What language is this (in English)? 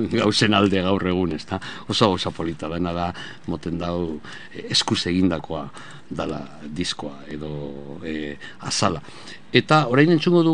Basque